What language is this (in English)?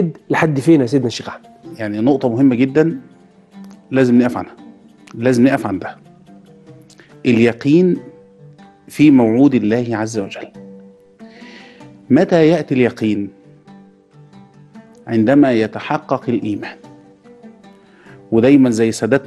Egyptian Arabic